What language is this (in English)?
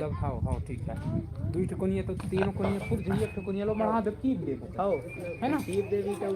Chhattisgarhi